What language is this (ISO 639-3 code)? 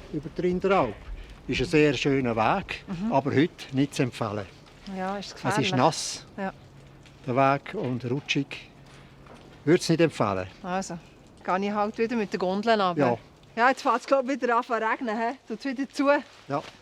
gsw